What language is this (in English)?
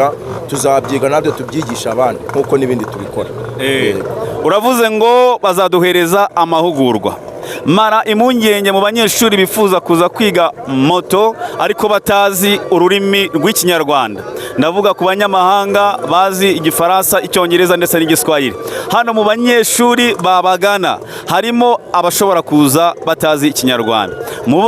Kinyarwanda